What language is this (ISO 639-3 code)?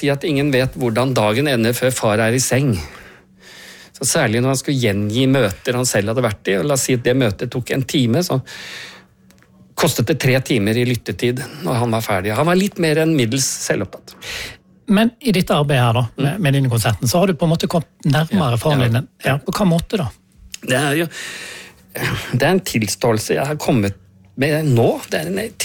nor